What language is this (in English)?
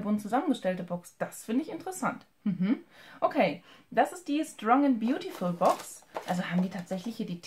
German